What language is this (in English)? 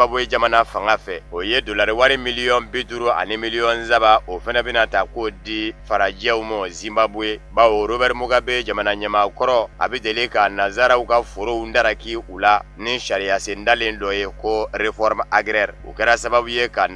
Bambara